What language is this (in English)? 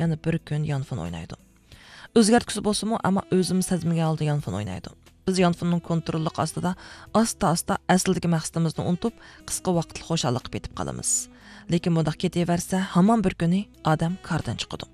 Uyghur